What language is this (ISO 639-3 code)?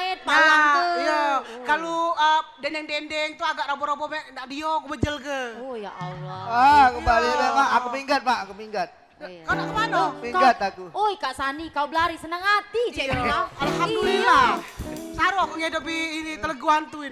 mui